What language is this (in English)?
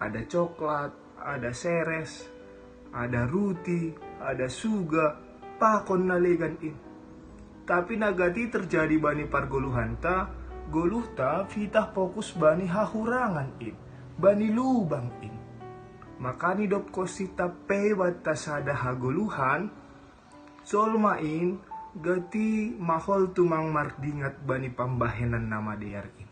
Batak Simalungun